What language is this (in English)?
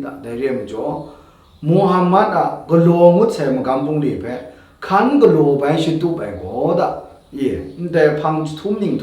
Kachin